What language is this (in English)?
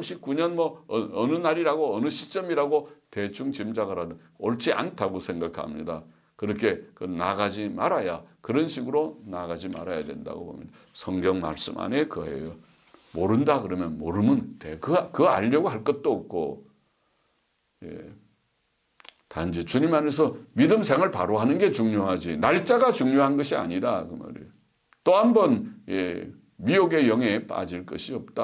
Korean